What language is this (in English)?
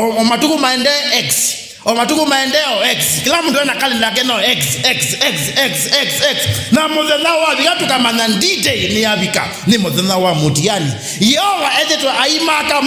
Kamba